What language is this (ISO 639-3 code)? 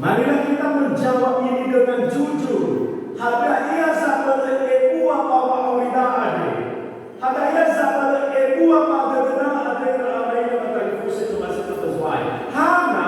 nia